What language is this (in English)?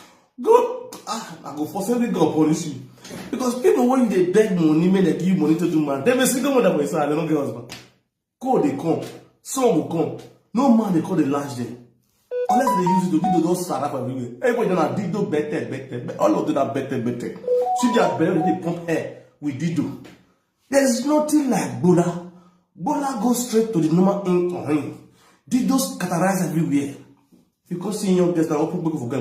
Nigerian Pidgin